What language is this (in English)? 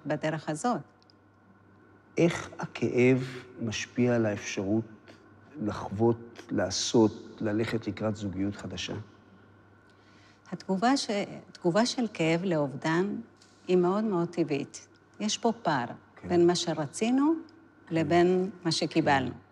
Hebrew